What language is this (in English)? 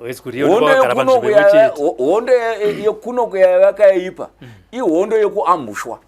Shona